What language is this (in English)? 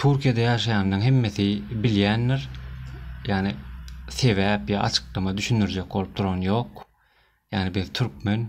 Turkmen